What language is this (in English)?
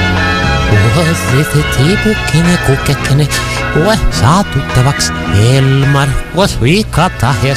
Estonian